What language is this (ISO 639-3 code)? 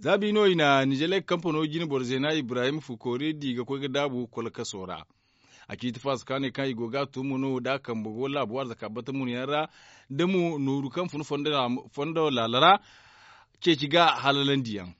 dje